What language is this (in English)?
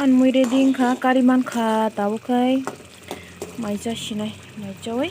Kok Borok